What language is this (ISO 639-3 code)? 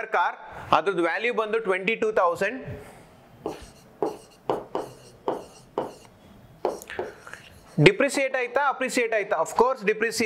kan